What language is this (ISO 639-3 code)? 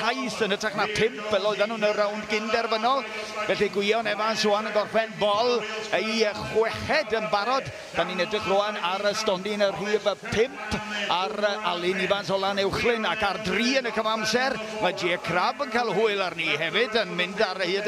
cym